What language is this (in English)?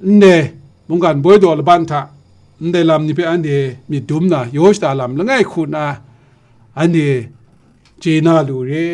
Kachin